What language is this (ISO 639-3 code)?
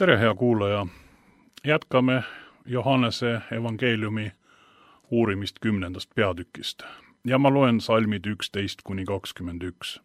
est